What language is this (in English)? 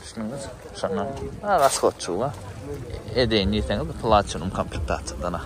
Turkmen